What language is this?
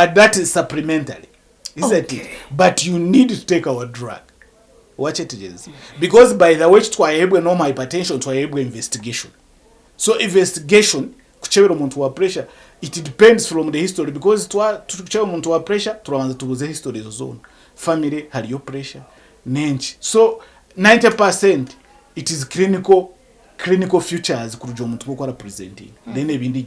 Nyankole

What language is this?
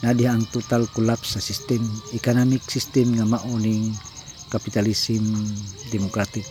Cebuano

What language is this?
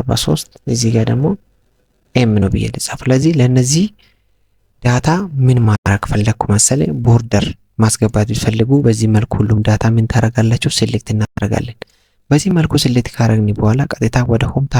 Amharic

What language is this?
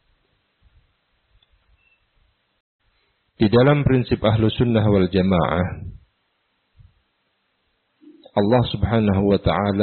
Indonesian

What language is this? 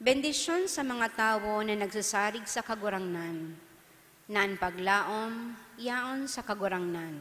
Bikol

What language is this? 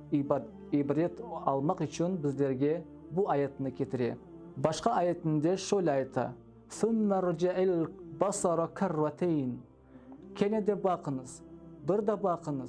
Crimean Tatar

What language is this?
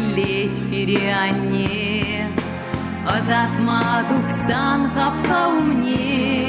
Chuvash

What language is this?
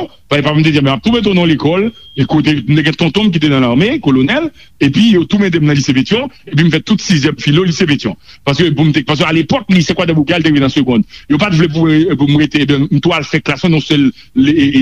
Haitian Creole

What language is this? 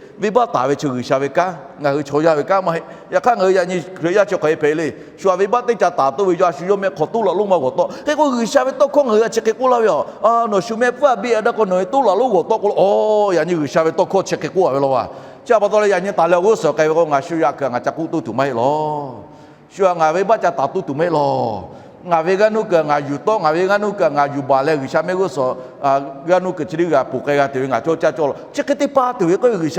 Lahu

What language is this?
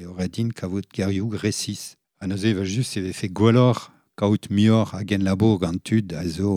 Breton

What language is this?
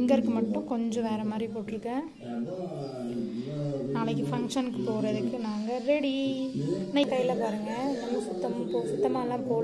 Tamil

